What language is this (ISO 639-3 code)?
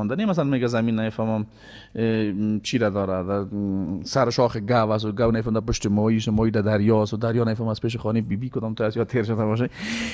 fas